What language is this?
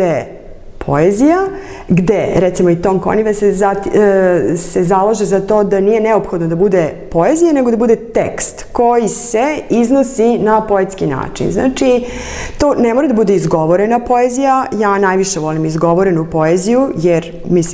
Serbian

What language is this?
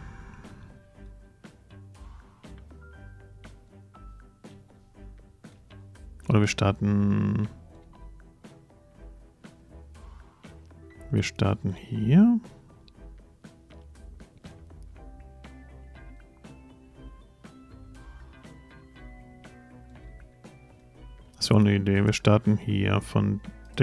German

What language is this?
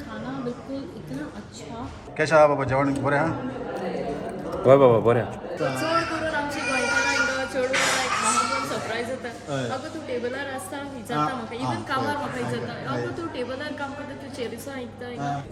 Konkani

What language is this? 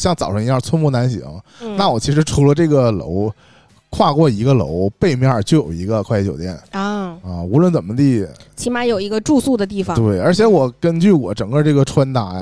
Chinese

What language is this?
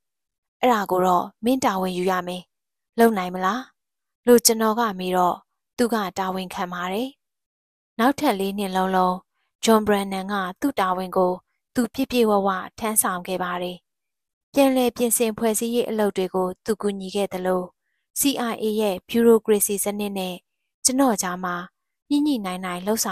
Burmese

